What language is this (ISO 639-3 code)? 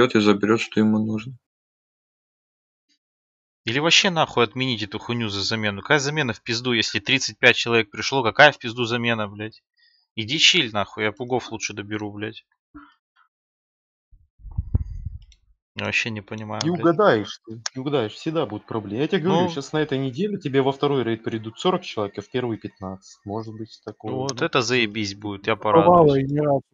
rus